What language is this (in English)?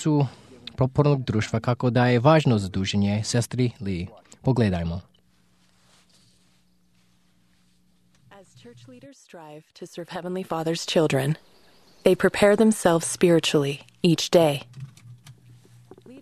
Croatian